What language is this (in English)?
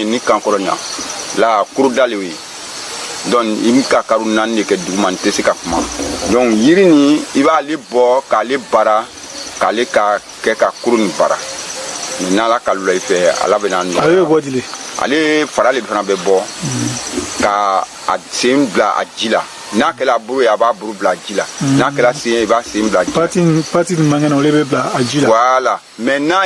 Bambara